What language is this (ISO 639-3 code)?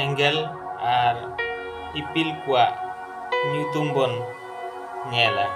sat